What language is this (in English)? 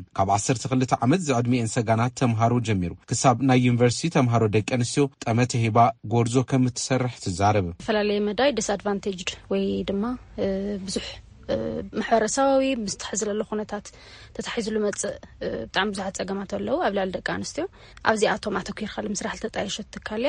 Tigrinya